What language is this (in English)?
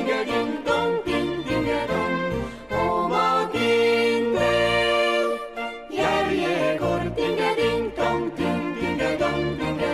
Estonian